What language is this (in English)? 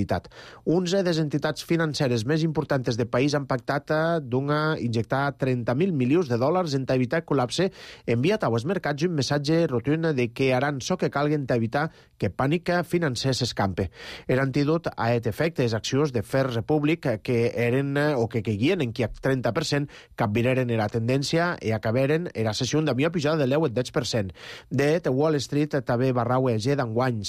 Catalan